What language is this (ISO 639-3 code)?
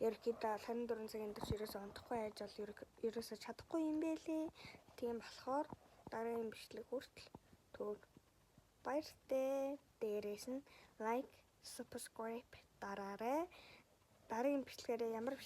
mon